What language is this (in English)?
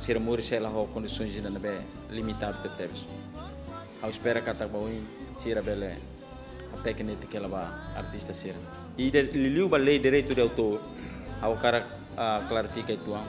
Tetum